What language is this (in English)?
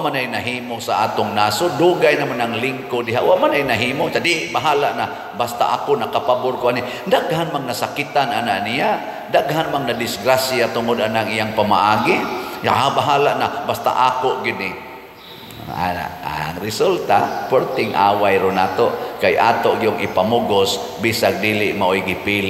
Cebuano